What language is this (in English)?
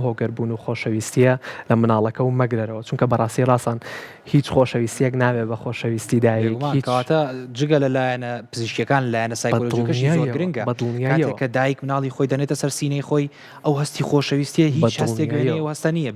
Central Kurdish